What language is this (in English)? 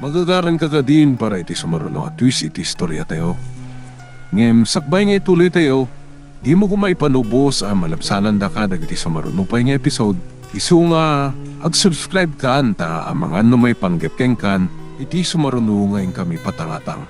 Iloko